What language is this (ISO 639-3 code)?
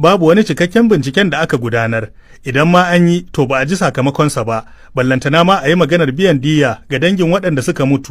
hau